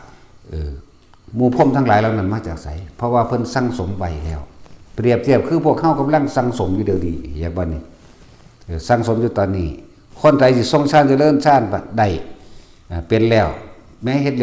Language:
Lao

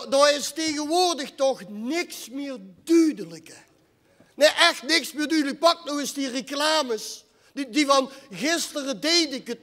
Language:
Limburgish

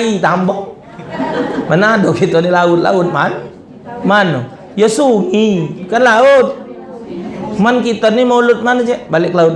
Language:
Musi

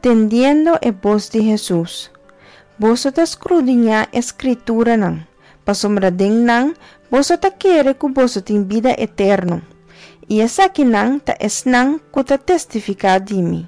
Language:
Papiamento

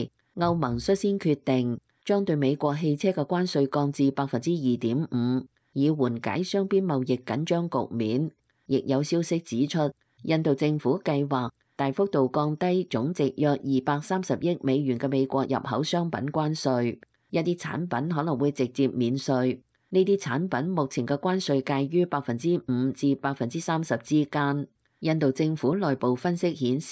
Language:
Cantonese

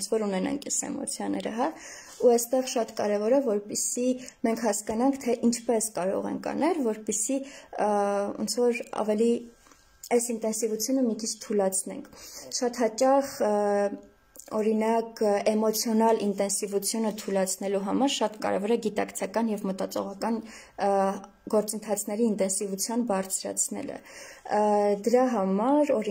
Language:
Armenian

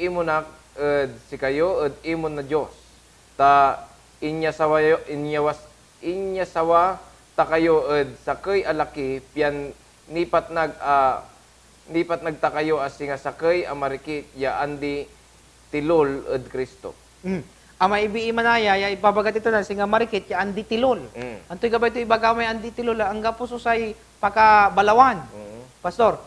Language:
Pangasinan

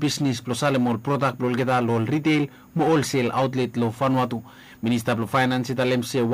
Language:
Bislama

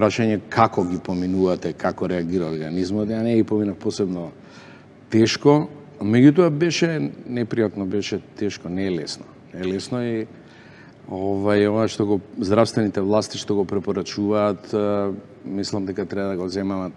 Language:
Macedonian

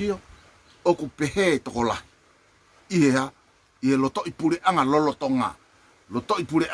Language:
Tongan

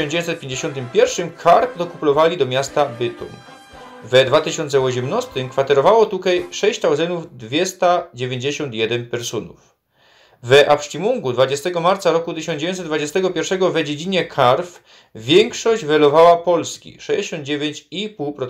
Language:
Silesian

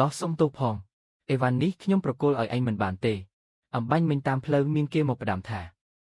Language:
Khmer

